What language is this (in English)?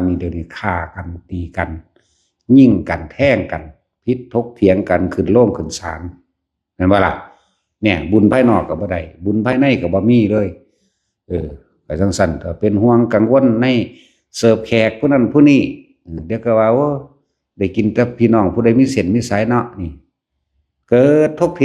Northeastern Thai